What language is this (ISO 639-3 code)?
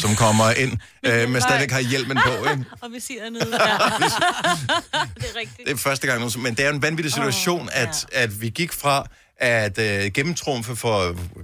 dan